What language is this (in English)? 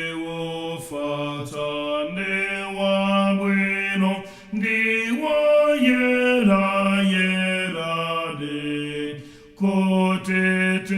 Nyanja